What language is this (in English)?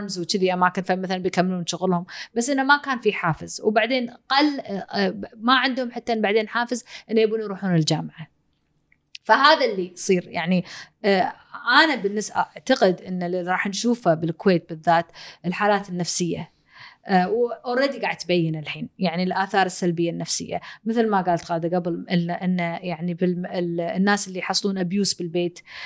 Gulf Arabic